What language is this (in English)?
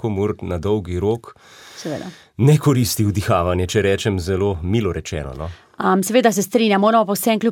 Slovenian